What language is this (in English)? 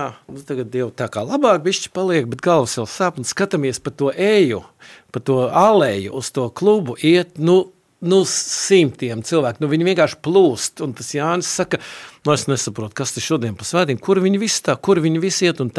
Latvian